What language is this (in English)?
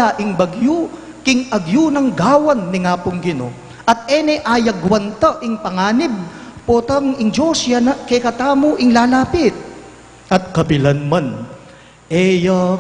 Pampanga